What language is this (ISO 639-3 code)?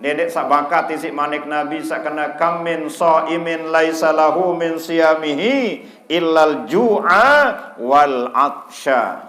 sas